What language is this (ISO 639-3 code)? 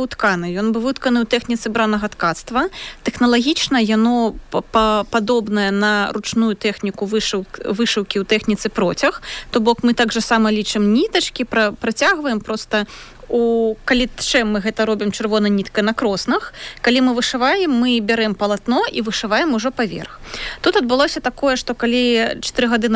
bel